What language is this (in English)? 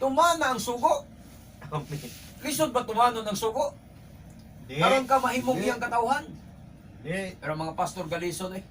Cebuano